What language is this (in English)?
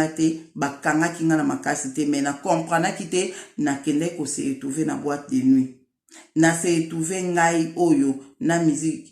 Lingala